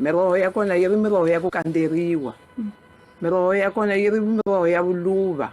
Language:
Venda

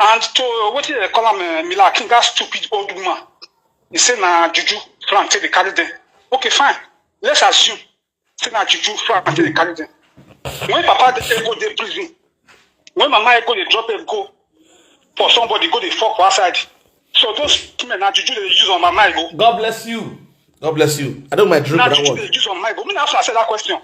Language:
Nigerian Pidgin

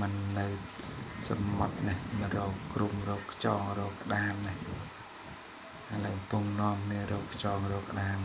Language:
Khmer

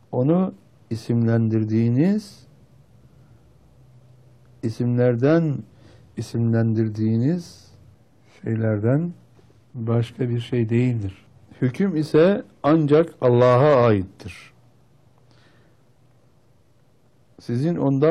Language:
Turkish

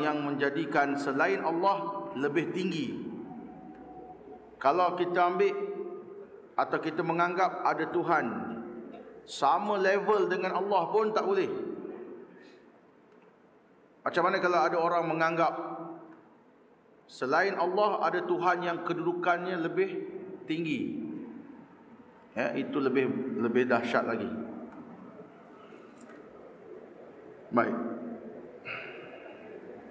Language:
Malay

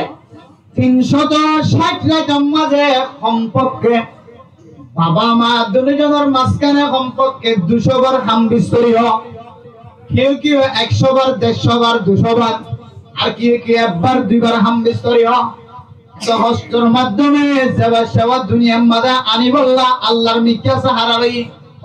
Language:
Rohingya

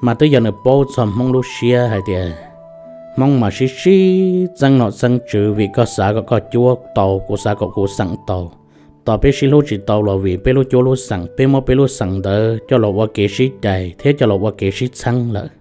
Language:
Hmong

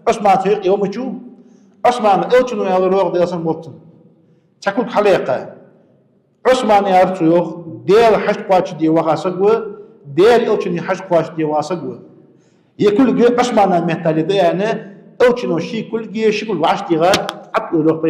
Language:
Ingush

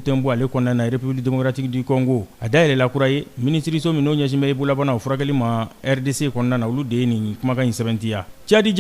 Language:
Bambara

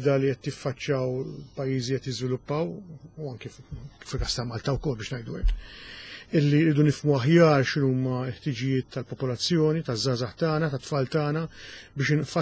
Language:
Maltese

